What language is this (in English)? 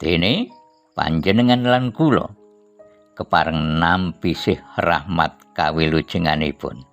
Javanese